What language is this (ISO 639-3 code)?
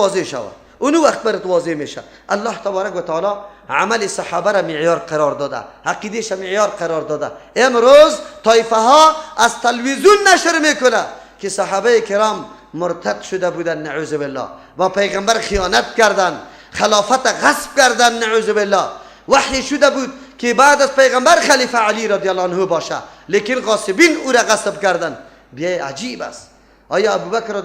fas